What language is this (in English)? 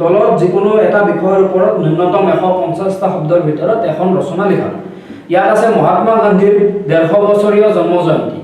Assamese